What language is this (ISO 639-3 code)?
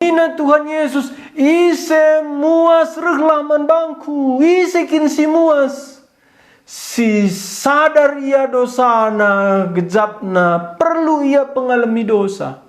btx